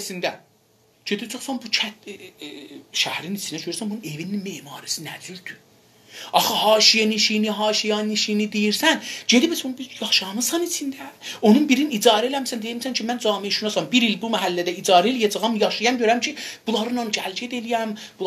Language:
South Azerbaijani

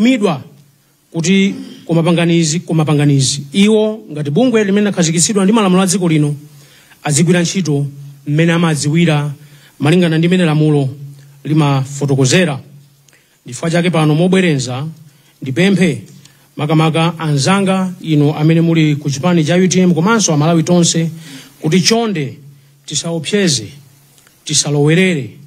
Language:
Nyanja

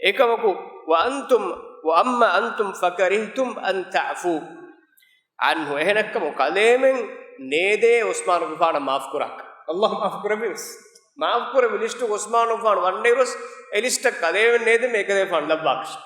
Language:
Divehi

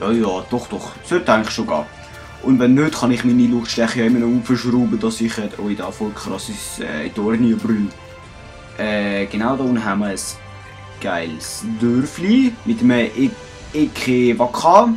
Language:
Swiss German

